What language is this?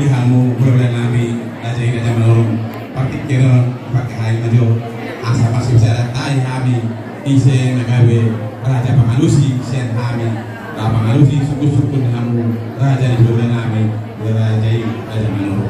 Batak Toba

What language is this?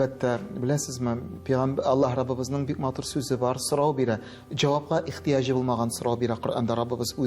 Tatar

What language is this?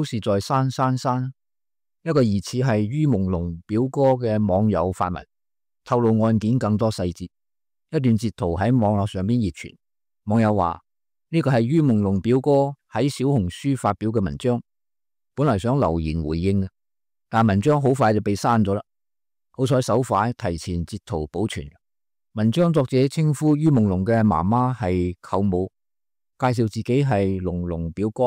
Cantonese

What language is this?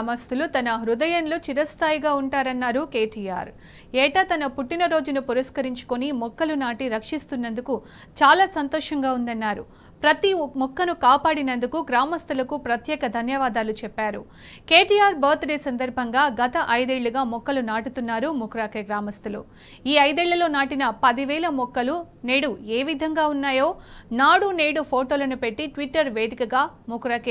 Telugu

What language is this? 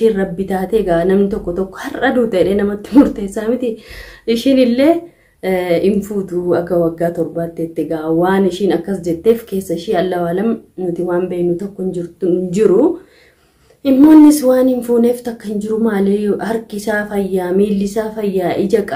Oromo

